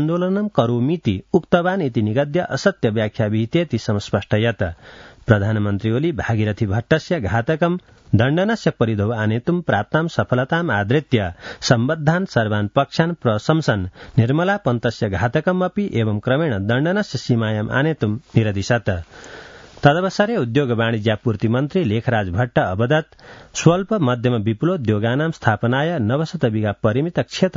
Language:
Sanskrit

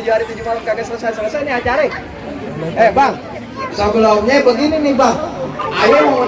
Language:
Betawi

